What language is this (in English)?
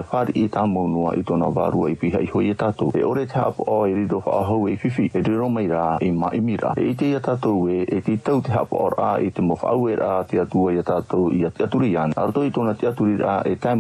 Tahitian